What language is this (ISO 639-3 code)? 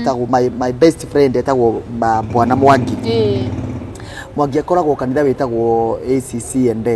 kik